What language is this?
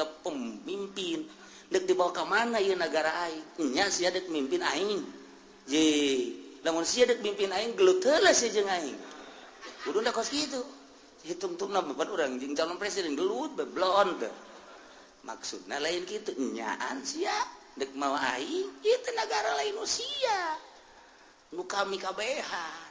Sundanese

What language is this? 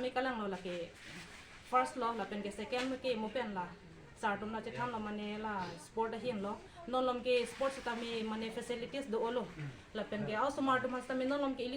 Karbi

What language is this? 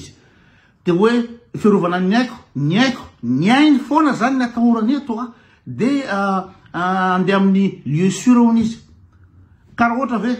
Malagasy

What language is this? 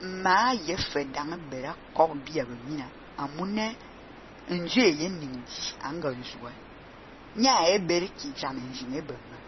Fang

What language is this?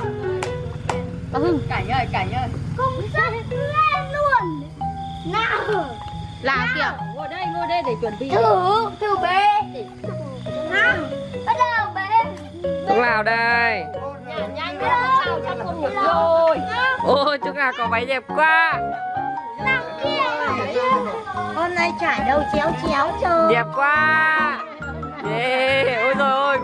Vietnamese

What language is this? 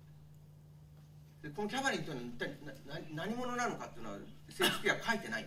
Japanese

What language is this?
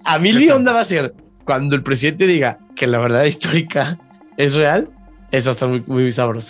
Spanish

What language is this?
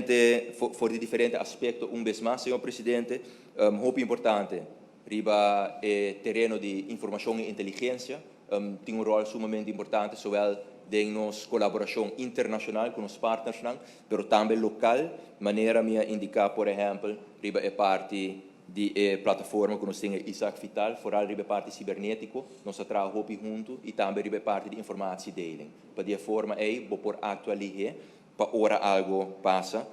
Papiamento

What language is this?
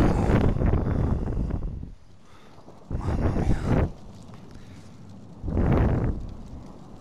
Italian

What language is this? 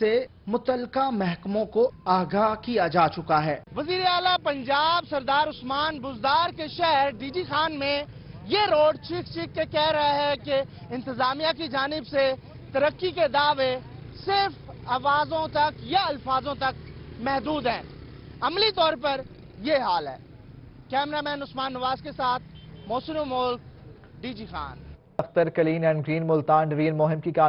Urdu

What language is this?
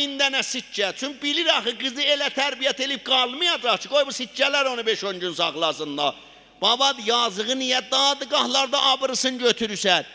South Azerbaijani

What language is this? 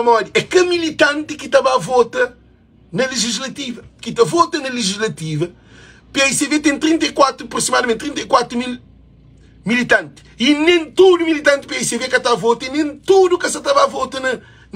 Kabuverdianu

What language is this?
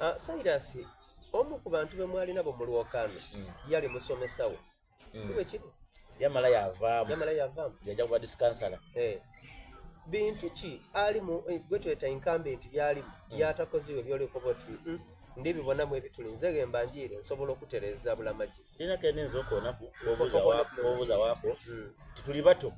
Soga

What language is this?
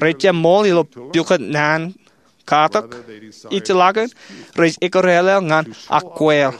Marshallese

